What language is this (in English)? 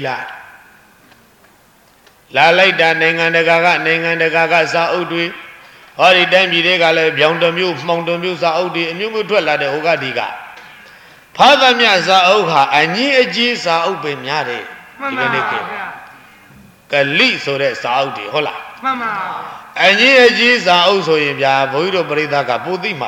Burmese